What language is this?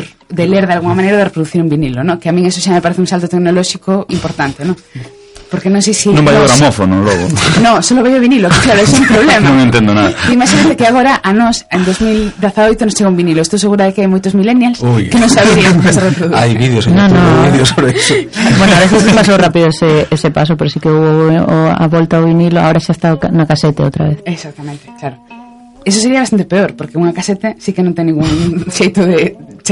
Galician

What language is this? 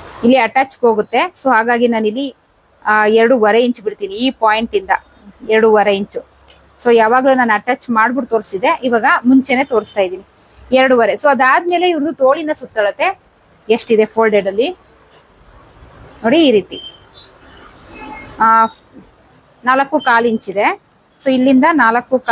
Kannada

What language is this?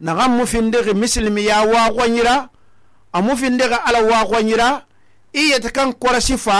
Susu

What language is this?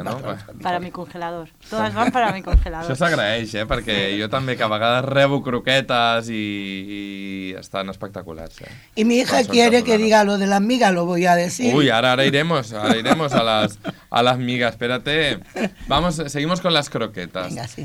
Catalan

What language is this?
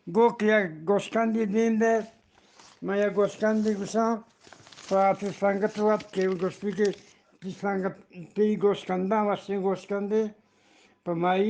Eastern Balochi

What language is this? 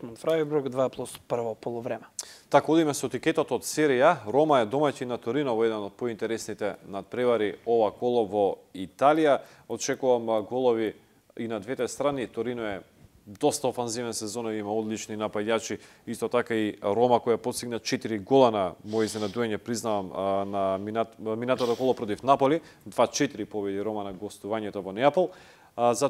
Macedonian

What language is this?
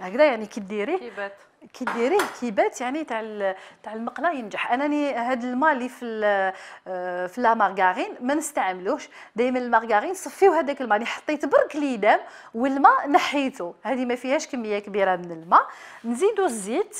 Algerian Arabic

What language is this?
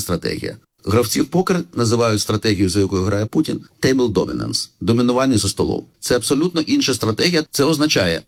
Ukrainian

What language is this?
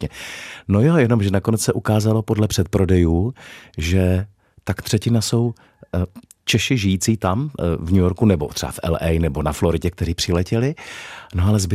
Czech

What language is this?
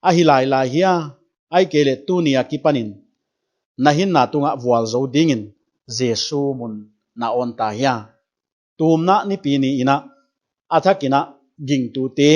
Paite Chin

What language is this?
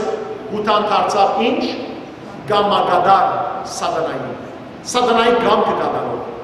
Western Armenian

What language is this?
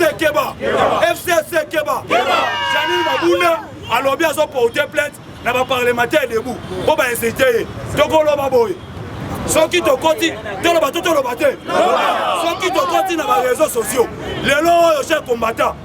Lingala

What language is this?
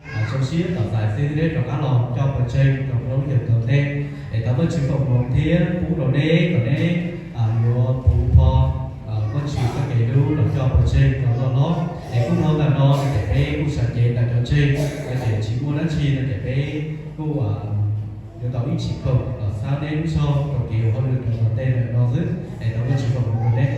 Hmong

